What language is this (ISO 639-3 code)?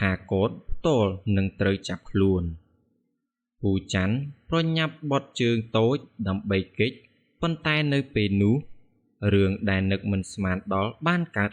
khm